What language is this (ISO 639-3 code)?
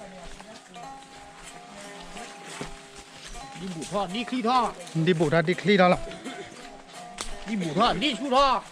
ksw